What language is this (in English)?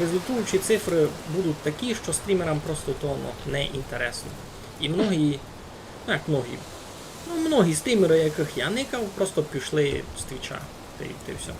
Rusyn